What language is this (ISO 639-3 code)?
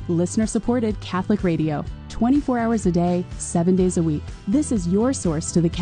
eng